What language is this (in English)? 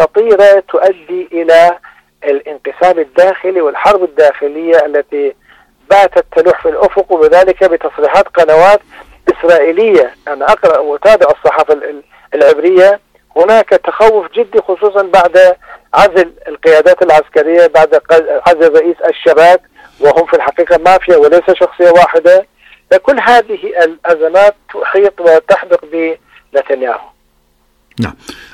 Arabic